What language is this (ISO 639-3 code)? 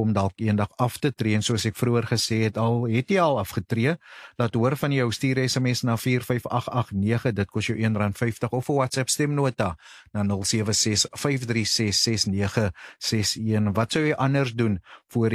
afr